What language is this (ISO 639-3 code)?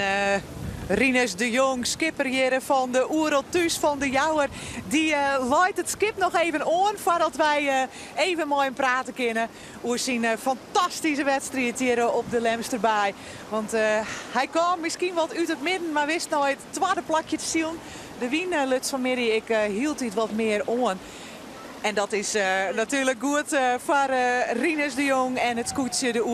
fry